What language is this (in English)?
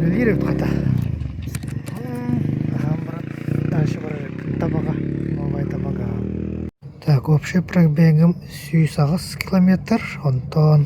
Yakut